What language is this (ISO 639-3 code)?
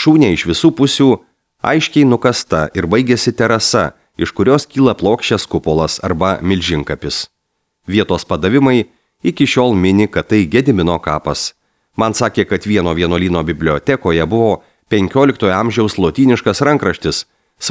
lit